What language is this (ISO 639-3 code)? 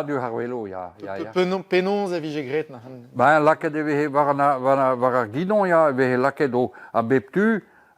bre